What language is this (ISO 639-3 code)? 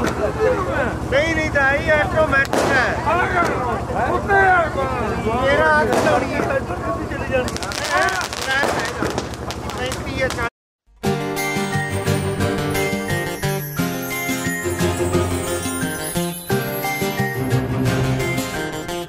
pan